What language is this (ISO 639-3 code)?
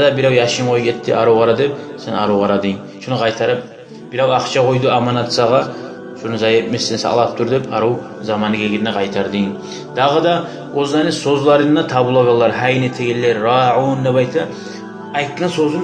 kum